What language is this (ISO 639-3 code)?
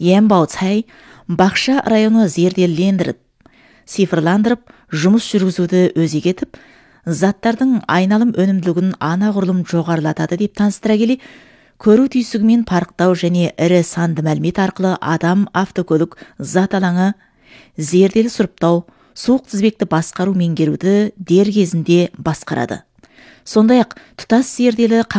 kaz